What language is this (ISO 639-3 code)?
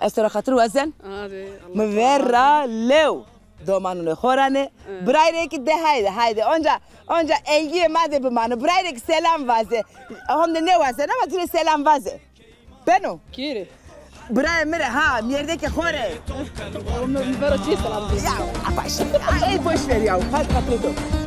zza